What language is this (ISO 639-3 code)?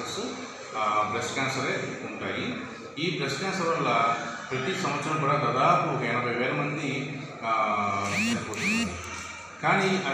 tel